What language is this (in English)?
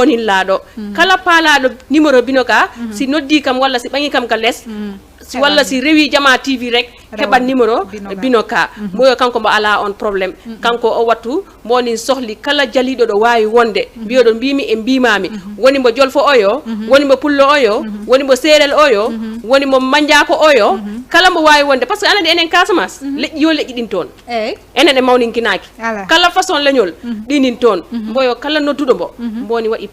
Fula